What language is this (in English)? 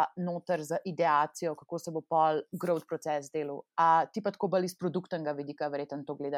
Slovenian